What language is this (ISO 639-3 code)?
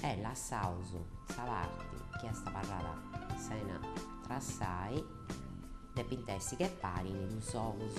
srd